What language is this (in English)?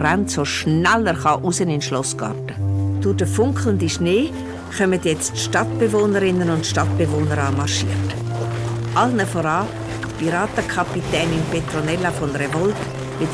Swiss German